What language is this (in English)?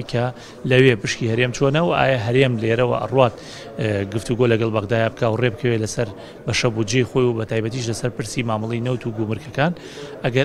Central Kurdish